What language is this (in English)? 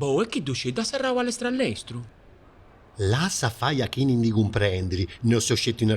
Sardinian